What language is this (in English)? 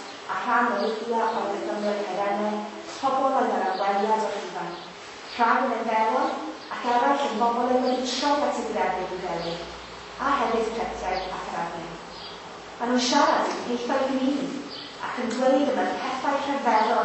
Welsh